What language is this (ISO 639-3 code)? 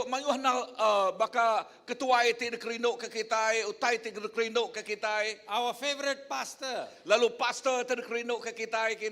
iba